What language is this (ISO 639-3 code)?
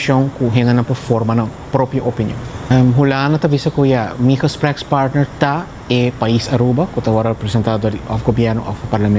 pap